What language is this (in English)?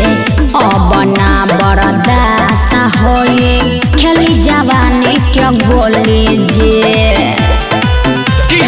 Bhojpuri